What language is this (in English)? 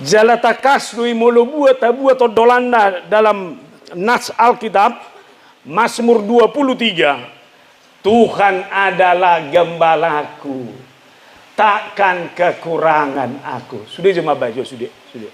Batak Toba